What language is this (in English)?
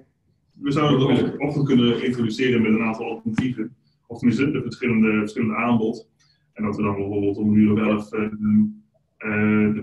Dutch